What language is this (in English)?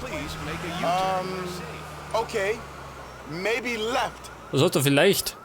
Bavarian